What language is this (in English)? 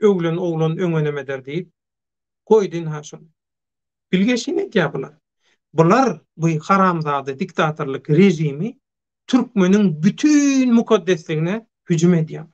Turkmen